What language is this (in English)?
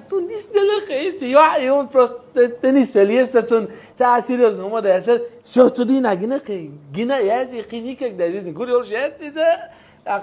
Chechen